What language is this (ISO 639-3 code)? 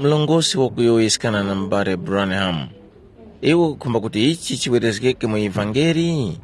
tum